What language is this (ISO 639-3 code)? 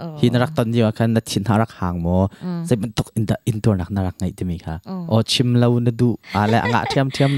cnh